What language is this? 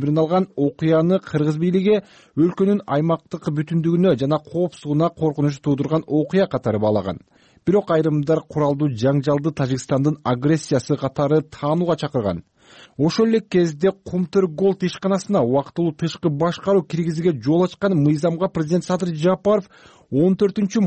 Kyrgyz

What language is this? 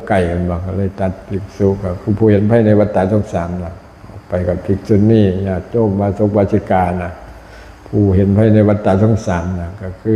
Lao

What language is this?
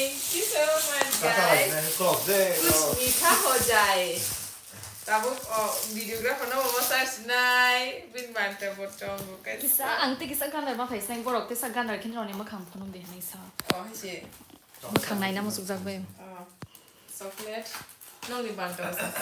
Kok Borok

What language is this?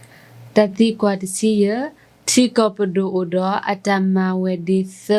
S'gaw Karen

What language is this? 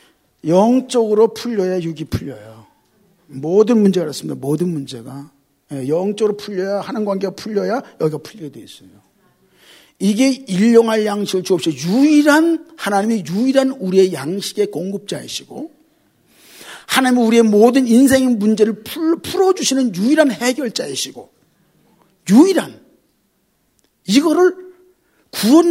Korean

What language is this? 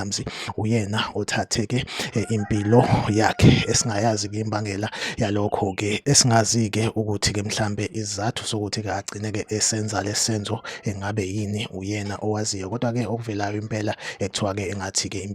Zulu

